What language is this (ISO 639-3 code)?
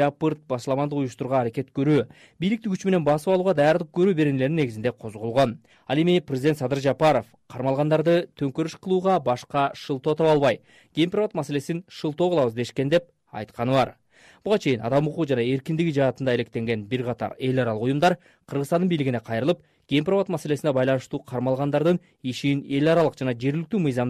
kir